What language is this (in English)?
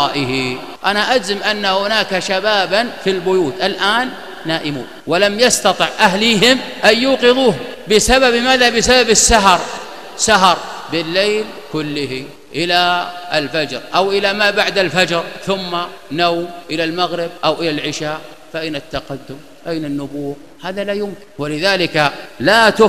Arabic